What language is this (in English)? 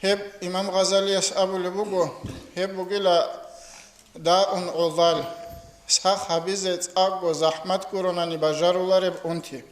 Avaric